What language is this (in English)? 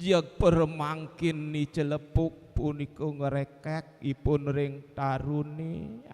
Balinese